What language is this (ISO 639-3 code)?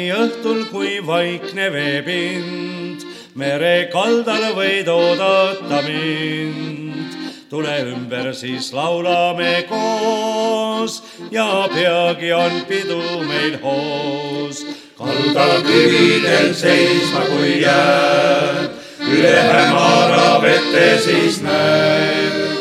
est